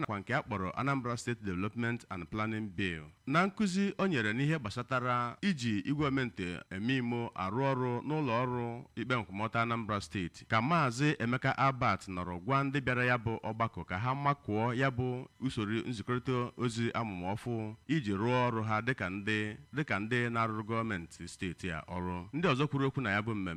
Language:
Igbo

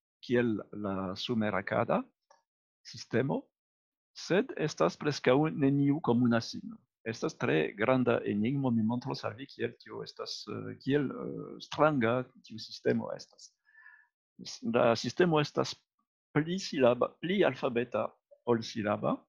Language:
Esperanto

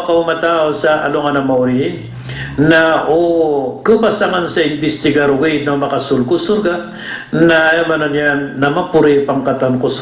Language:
Maranao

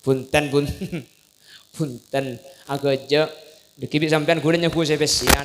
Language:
Madurese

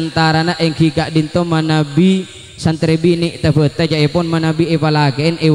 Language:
Madurese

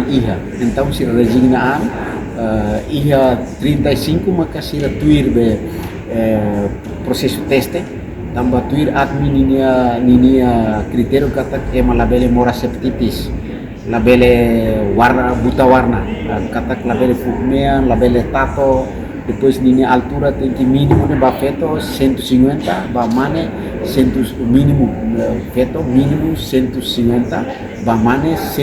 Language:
Tetum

